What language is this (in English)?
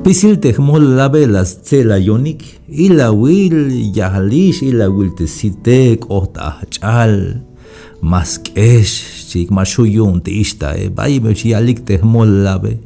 Tzeltal